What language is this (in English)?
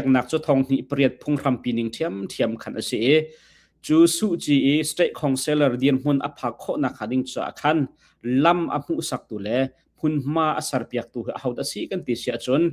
Hakha Chin